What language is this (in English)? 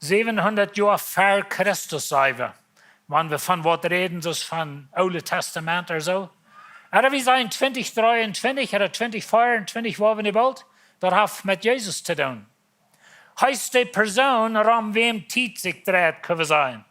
Plautdietsch